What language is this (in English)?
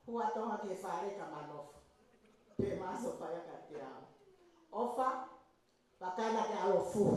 Tongan